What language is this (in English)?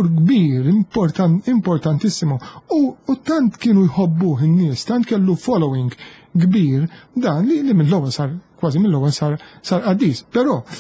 Maltese